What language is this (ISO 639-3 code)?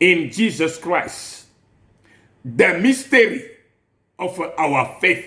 ewe